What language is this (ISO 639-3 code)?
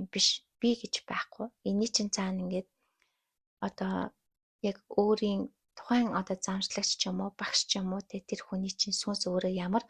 mon